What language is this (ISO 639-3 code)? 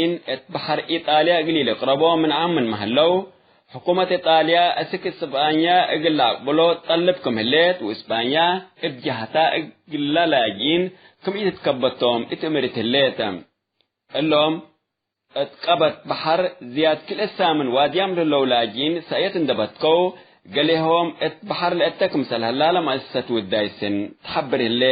tig